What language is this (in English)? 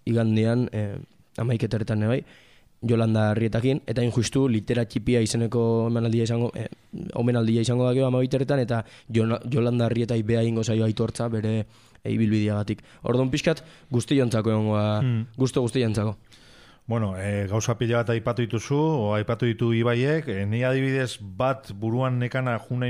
Basque